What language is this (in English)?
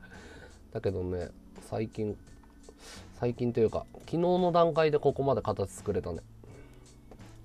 Japanese